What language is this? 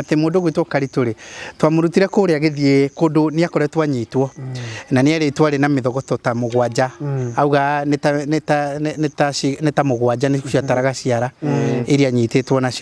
Kikuyu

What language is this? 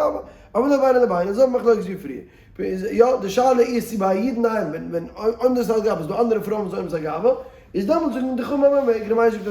Yiddish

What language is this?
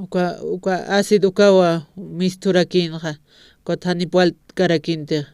Aymara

